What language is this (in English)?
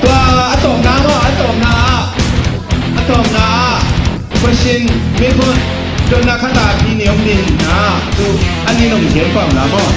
Tedim Chin